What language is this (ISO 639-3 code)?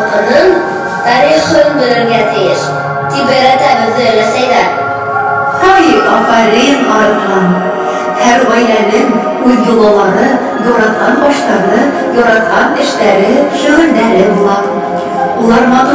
bak